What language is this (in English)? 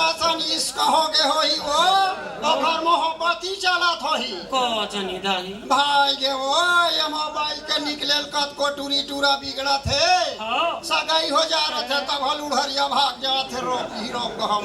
Chhattisgarhi